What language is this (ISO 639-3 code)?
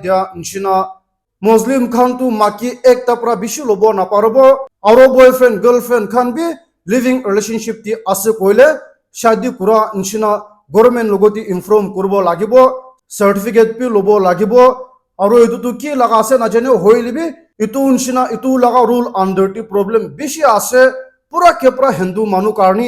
nag